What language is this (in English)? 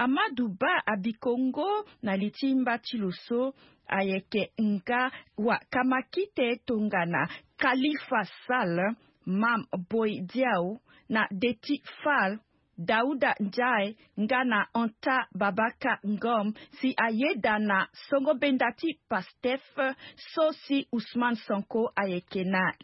Sango